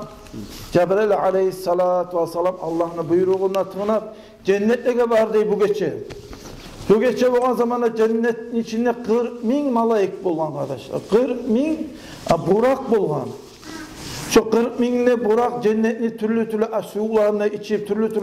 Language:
Kumyk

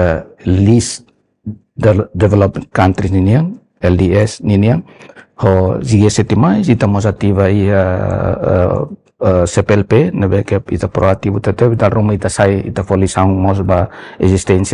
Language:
Tetum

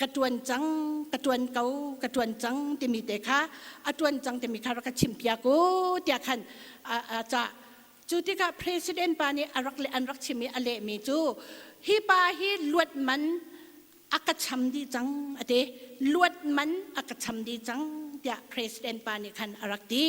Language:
Hakha Chin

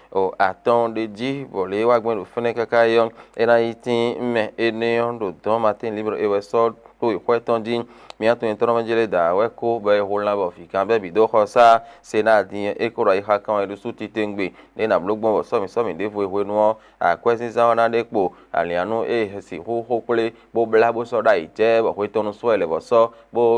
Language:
Fon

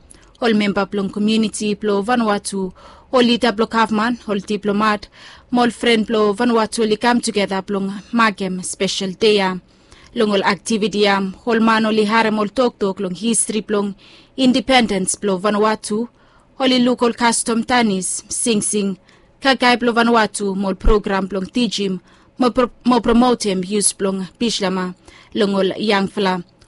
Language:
Bislama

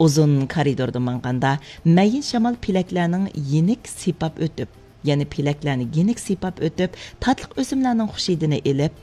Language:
Uyghur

